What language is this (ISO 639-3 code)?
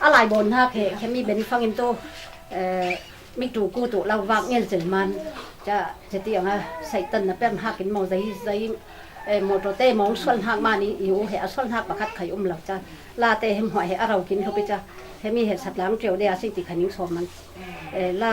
cfm